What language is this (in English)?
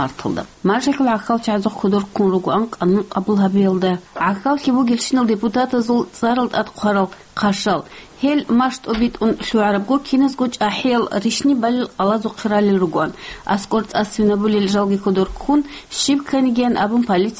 Avaric